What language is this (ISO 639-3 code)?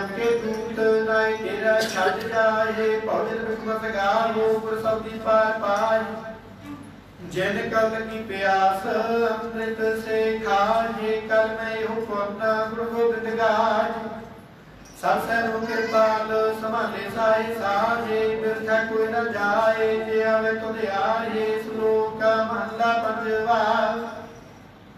pan